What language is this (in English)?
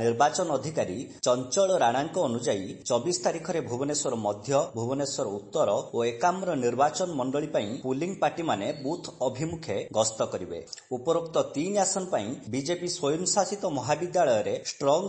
Odia